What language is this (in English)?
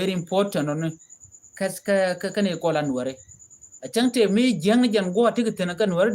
Nuer